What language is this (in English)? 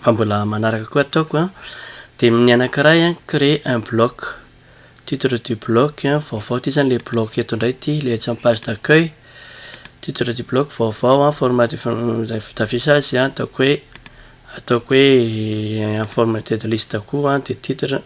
Malagasy